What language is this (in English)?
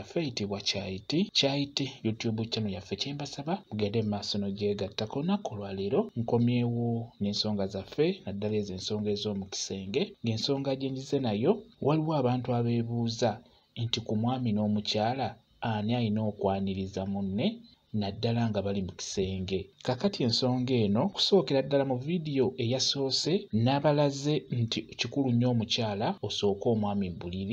Ganda